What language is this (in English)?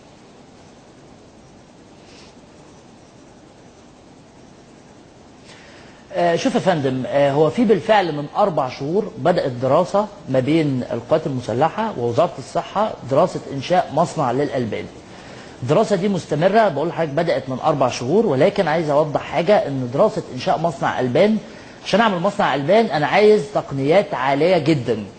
Egyptian Arabic